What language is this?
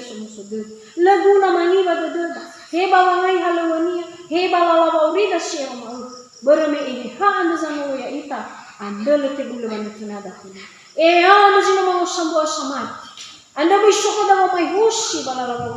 Nias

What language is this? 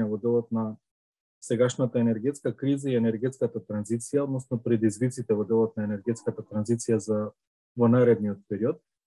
Macedonian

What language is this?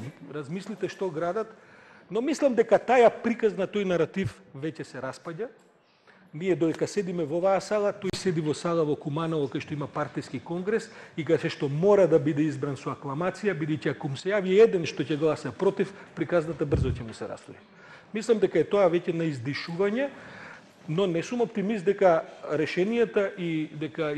Macedonian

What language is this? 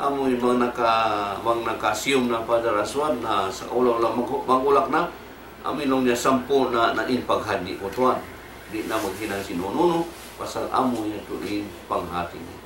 Tausug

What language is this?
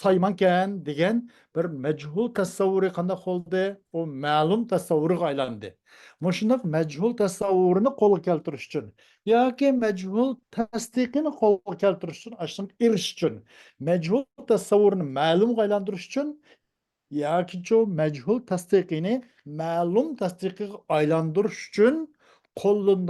Uyghur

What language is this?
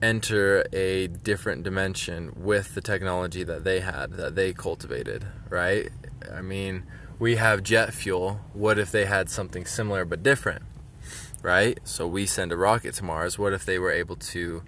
English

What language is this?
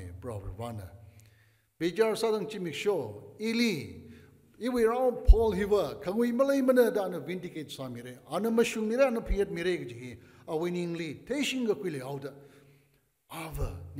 Tangkhul Naga (India)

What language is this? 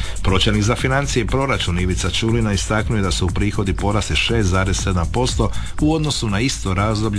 Croatian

